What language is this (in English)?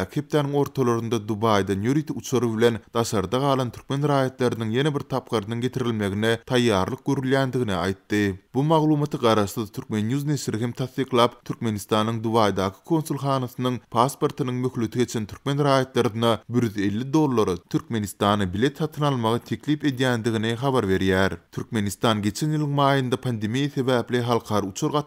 Turkmen